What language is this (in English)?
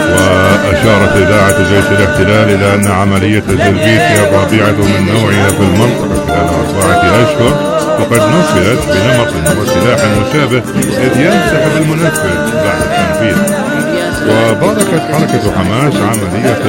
Arabic